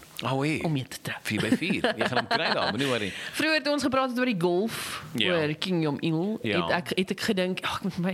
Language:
Afrikaans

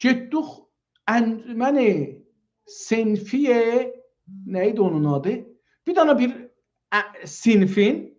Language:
South Azerbaijani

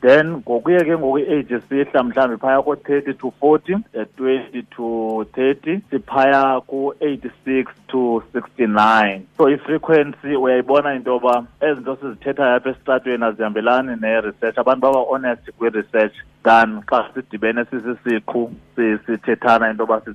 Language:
Xhosa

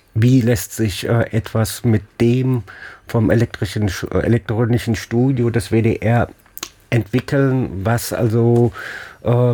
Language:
German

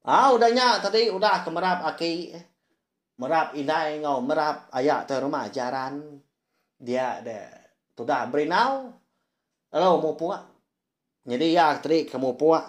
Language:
Iban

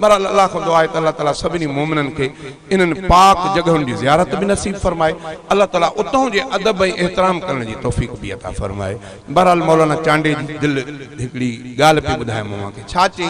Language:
Sindhi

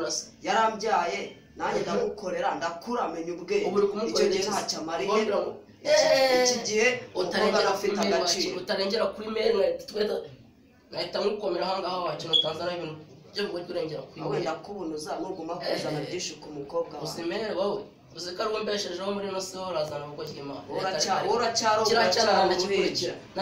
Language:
Kinyarwanda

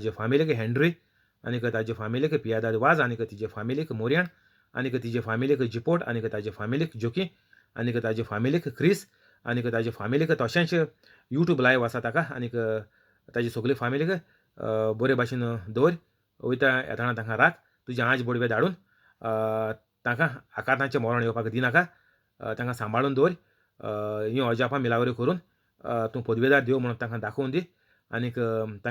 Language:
Konkani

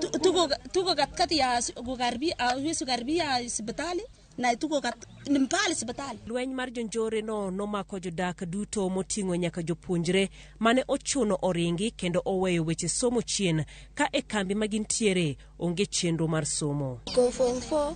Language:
Luo (Kenya and Tanzania)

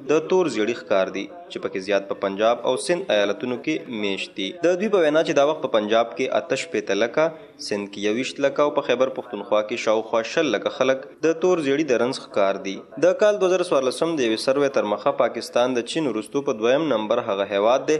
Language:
Pashto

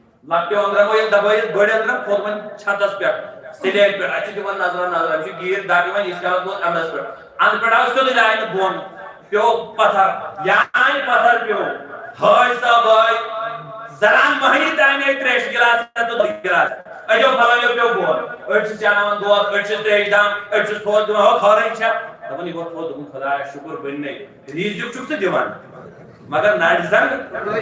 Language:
Kashmiri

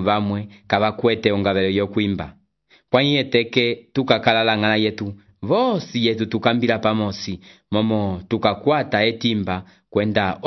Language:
Umbundu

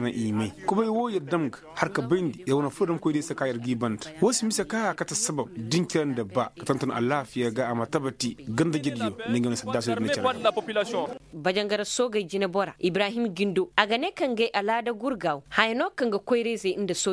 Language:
Koyraboro Senni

